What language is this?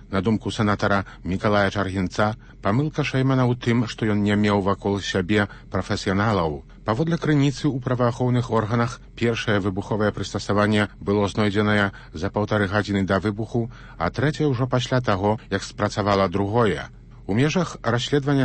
Belarusian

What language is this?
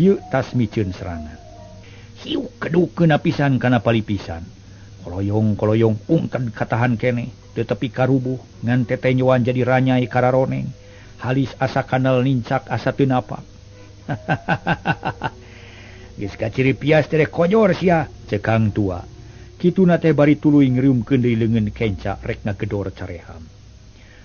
Sundanese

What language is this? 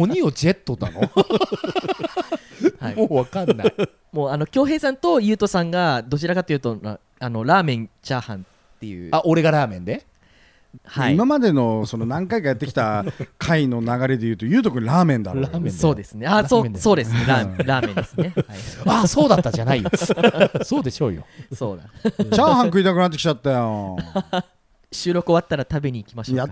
Japanese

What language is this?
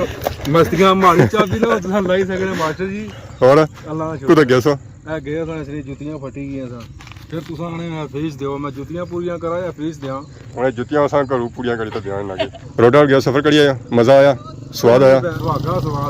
Pahari-Potwari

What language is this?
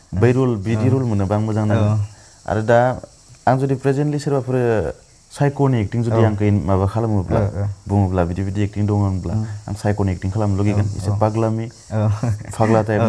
Bodo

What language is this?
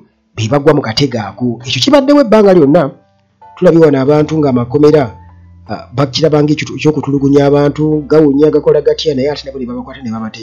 Ganda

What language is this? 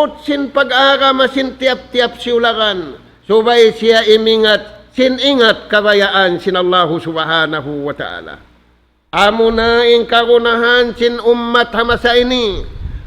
Tausug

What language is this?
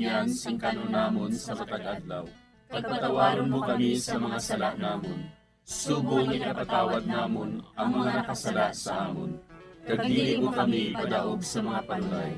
Hiligaynon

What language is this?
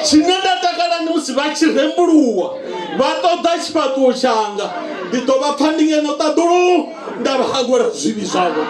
Venda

